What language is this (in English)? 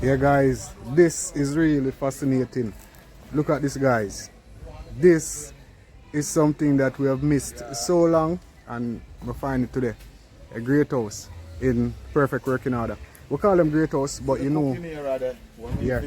Jamaican Creole English